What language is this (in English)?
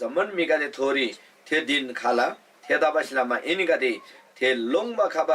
Eastern Tamang